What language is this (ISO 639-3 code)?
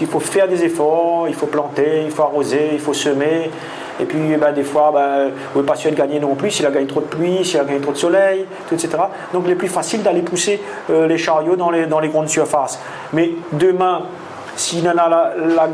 rcf